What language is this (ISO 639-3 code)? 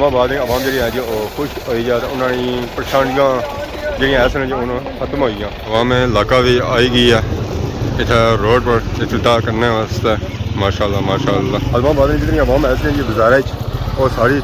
phr